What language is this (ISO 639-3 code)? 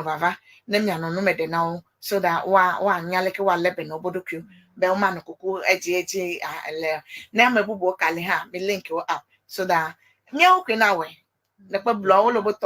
ewe